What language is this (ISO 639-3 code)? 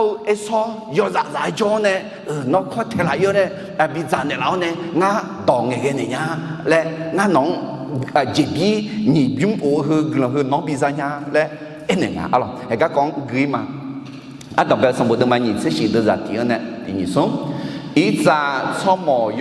ahk